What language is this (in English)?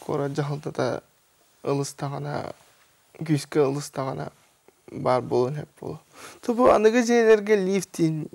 Yakut